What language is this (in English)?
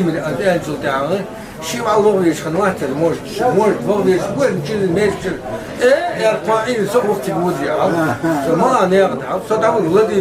Ingush